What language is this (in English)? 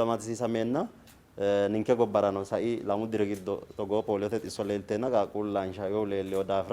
Sidamo